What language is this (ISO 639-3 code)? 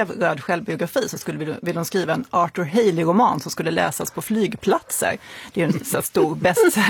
swe